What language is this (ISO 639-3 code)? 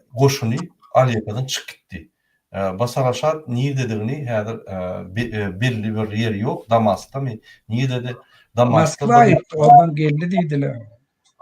tuk